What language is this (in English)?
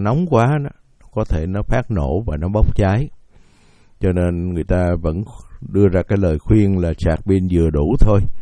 Vietnamese